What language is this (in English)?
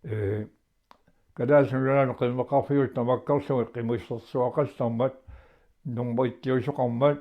Kalaallisut